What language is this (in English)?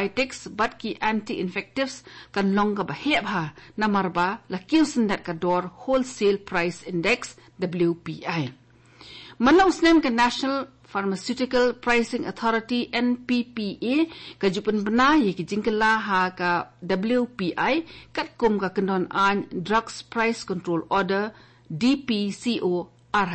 Khasi